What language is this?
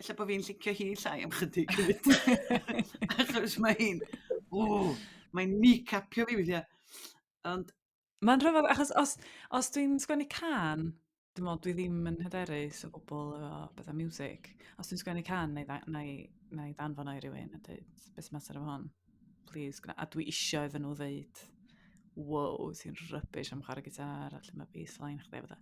Welsh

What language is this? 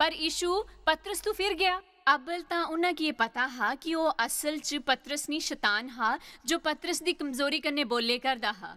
Dogri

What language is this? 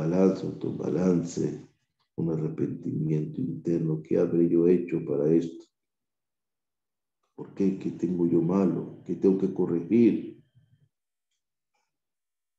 Spanish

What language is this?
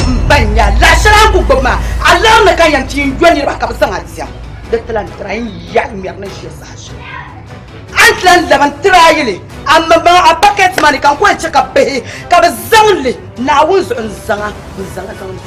Dagbani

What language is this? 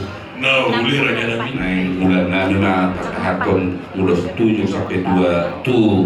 Batak Toba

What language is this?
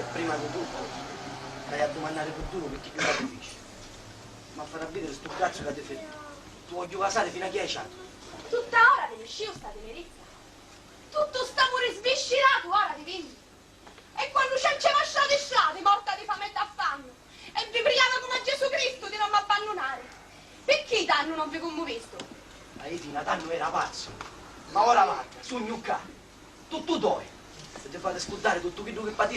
Sicilian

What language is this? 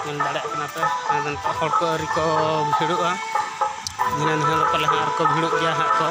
Santali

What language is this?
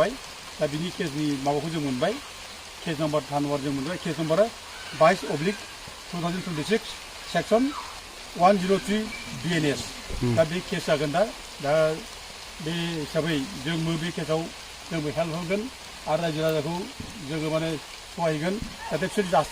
Bodo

